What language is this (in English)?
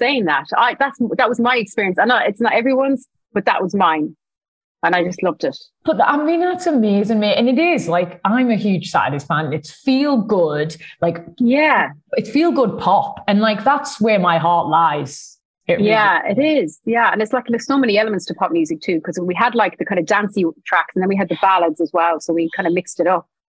English